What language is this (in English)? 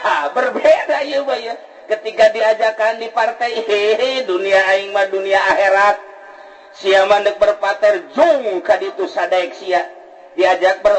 Sundanese